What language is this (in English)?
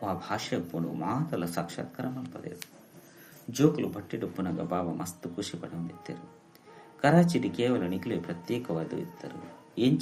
Tulu